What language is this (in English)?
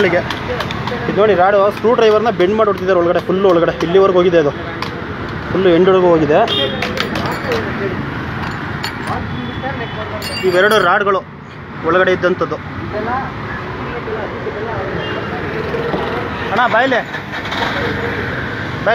Kannada